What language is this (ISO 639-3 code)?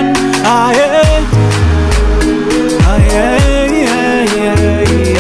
swa